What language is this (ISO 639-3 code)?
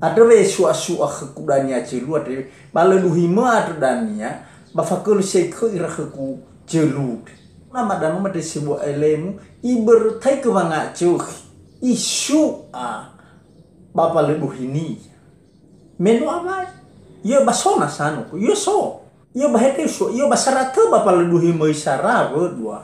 nia